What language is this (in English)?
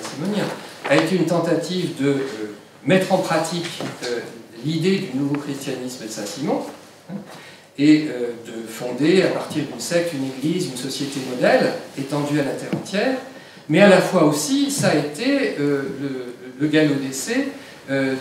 French